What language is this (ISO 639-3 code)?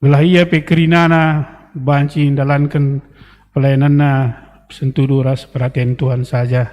btx